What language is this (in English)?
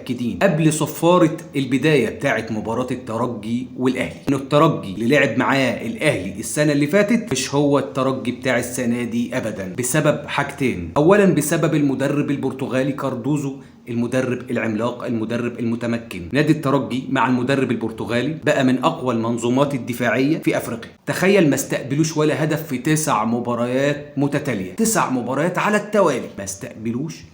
Egyptian Arabic